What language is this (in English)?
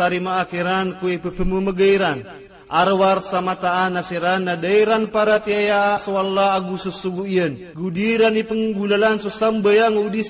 Maranao